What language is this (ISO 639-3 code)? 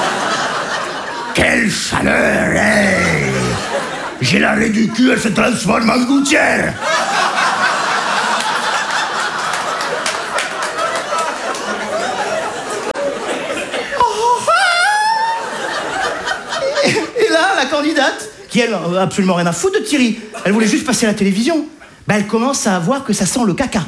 fra